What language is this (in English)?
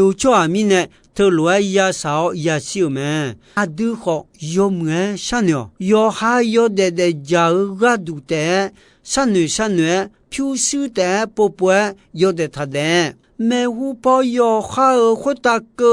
Akha